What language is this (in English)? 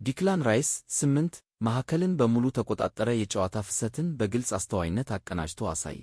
Amharic